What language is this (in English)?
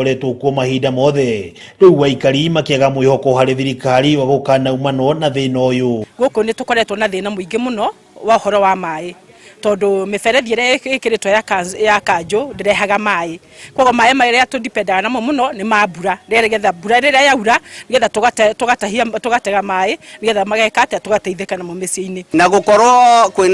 Kikuyu